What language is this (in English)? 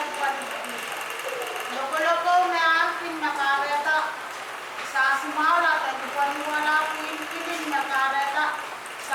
Pohnpeian